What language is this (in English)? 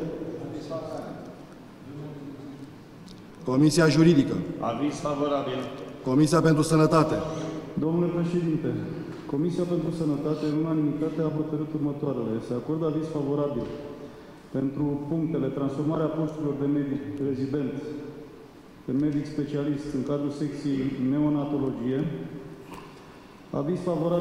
Romanian